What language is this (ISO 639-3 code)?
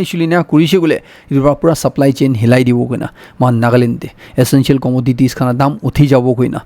nag